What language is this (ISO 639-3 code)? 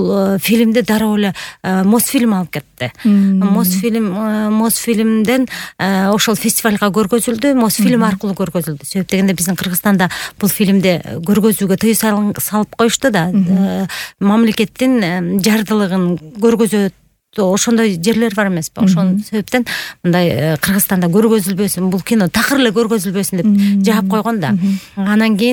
kir